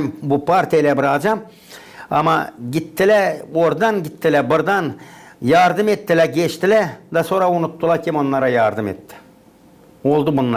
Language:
Gagauz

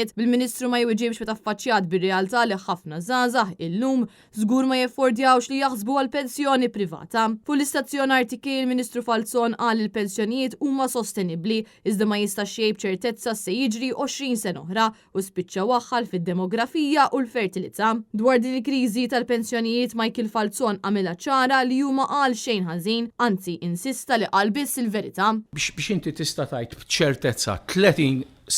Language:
Maltese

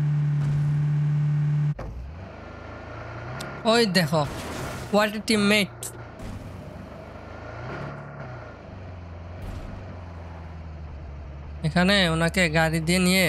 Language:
Bangla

